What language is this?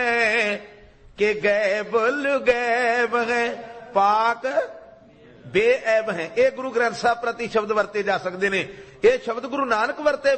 Punjabi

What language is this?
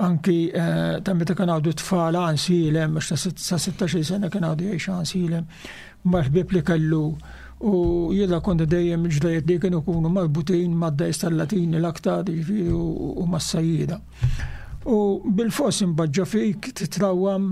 Maltese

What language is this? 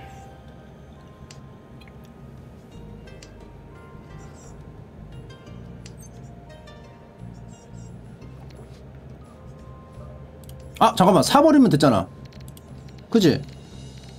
Korean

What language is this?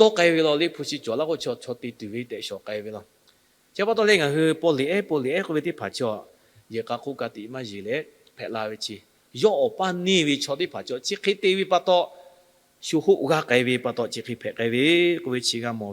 Lahu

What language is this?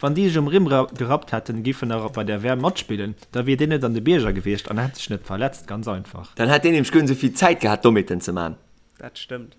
Luxembourgish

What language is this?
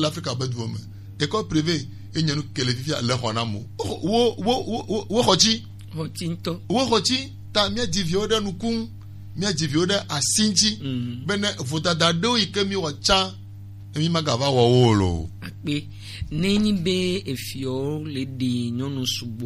Gen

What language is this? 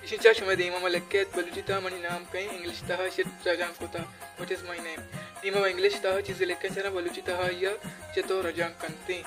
Baluchi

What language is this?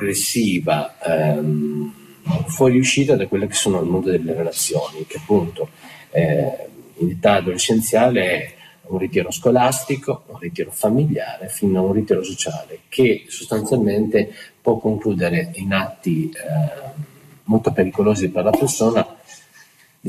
Italian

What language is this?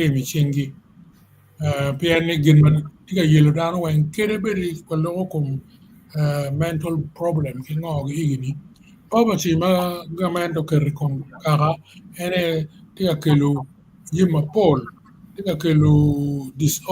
Acoli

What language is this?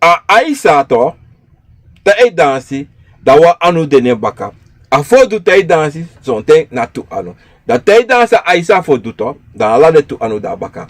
Sranan Tongo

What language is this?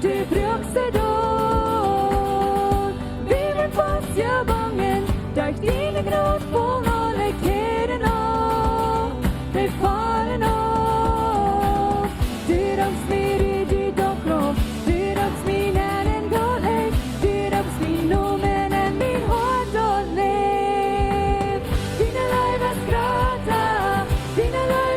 Plautdietsch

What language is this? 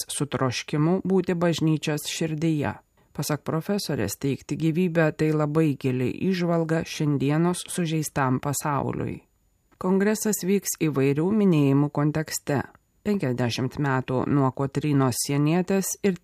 Lithuanian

